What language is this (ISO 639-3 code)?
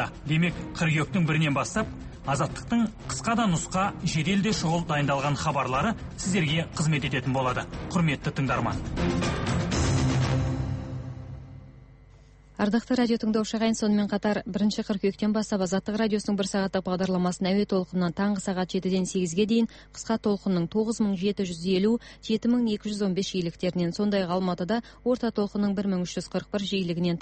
kaz